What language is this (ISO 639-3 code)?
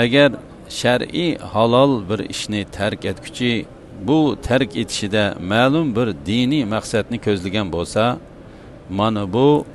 uig